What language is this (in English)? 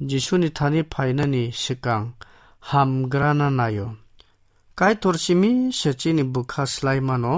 Kok Borok